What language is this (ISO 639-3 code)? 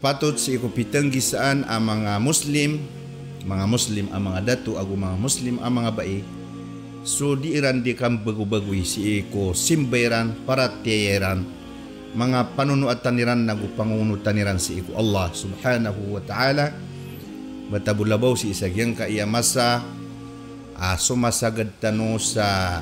mrw